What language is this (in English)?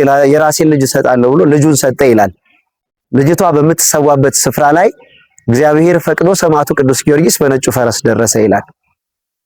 Amharic